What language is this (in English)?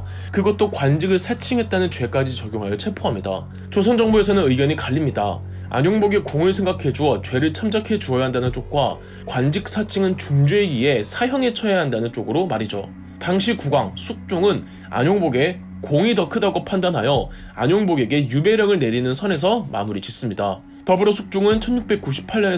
Korean